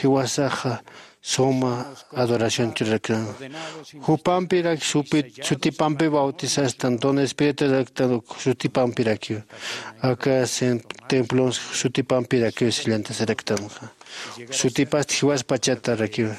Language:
Aymara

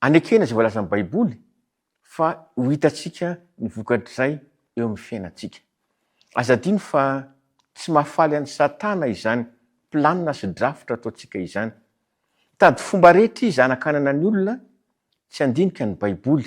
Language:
Malagasy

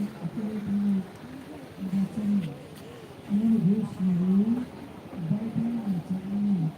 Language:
Kok Borok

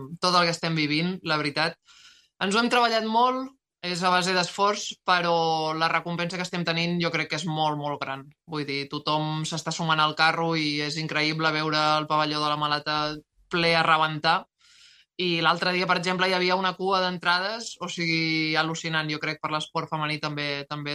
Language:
Catalan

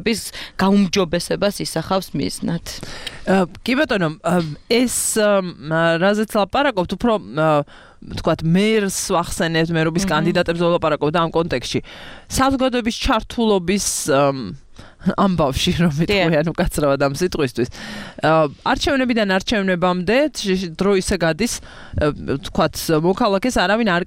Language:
Georgian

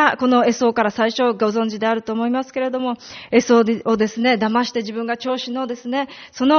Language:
Japanese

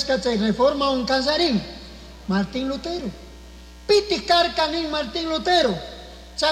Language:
Chimborazo Highland Quichua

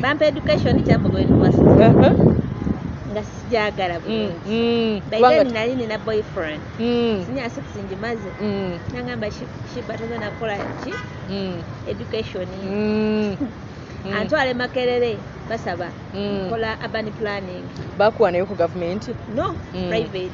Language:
Ganda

